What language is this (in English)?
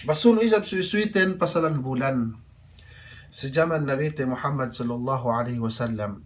Yakan